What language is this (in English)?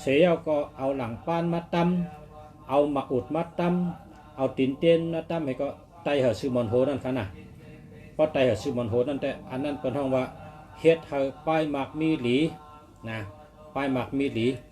Shan